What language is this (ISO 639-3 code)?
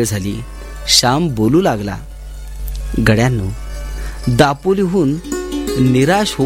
mar